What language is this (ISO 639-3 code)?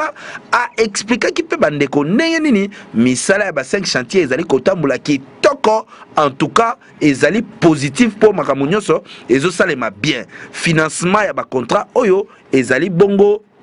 lin